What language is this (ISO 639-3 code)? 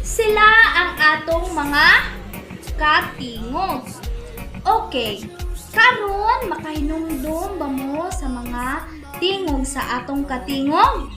ceb